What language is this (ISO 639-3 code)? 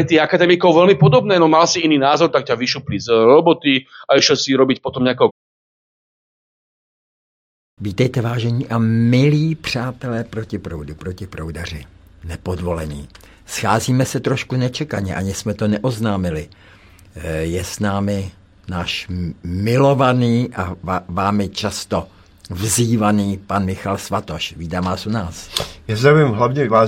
ces